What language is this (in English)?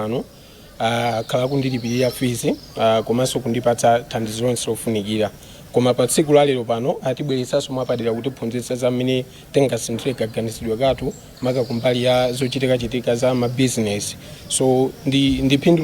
Nyanja